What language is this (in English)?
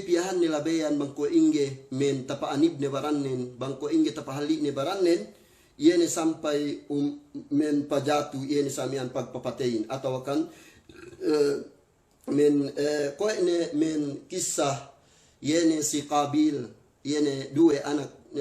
Yakan